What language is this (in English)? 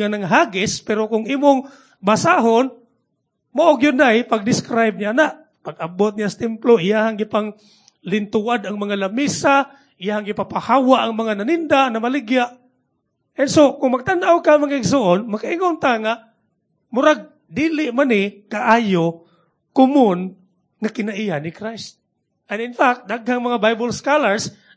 Cebuano